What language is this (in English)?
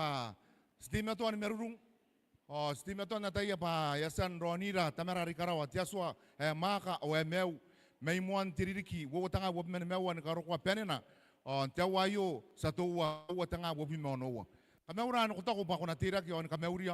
Gilbertese